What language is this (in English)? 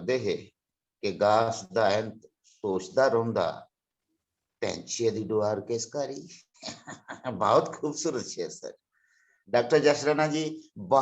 Dogri